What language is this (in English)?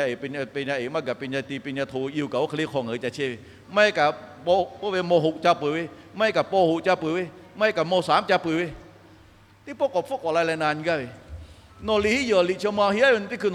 Lahu